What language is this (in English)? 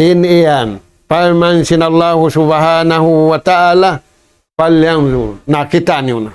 Tausug